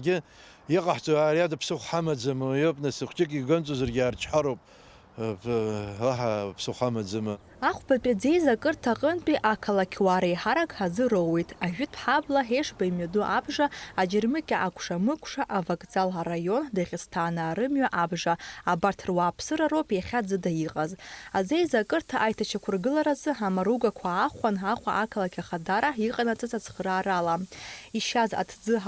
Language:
Abkhazian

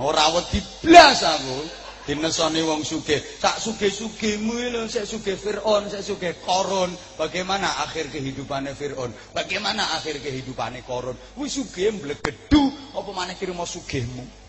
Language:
Javanese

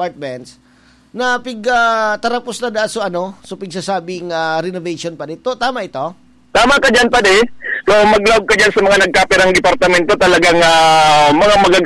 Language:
Bikol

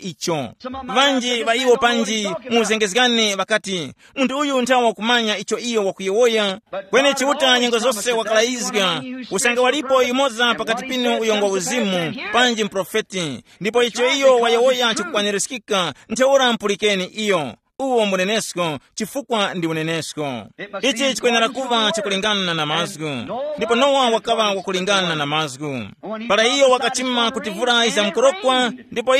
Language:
Tumbuka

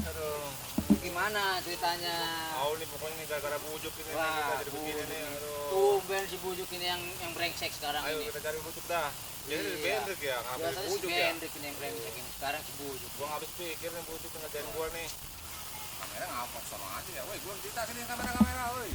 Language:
Betawi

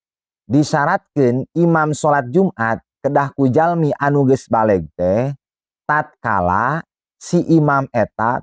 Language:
Sundanese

